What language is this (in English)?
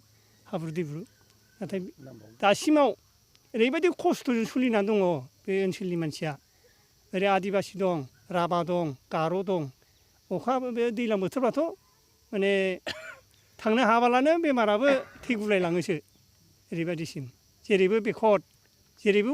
Bodo